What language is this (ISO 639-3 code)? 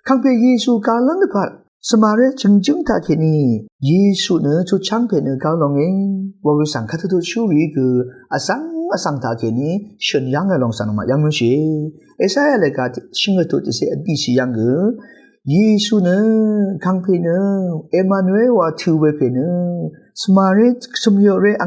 raw